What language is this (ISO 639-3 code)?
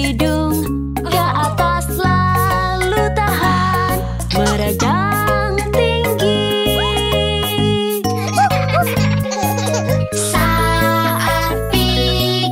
ind